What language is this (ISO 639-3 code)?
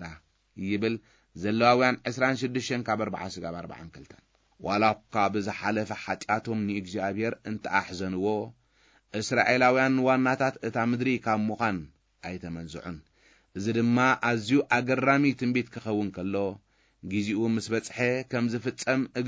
tir